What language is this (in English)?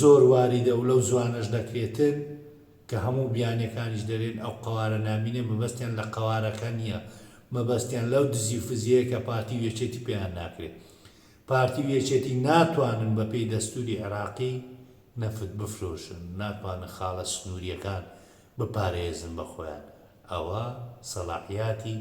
Central Kurdish